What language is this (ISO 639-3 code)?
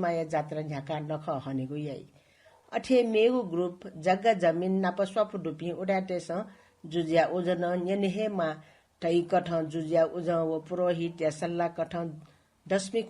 new